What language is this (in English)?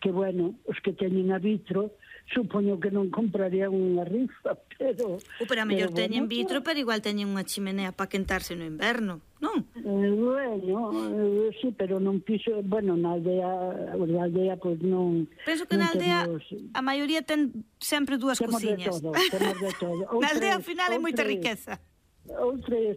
Galician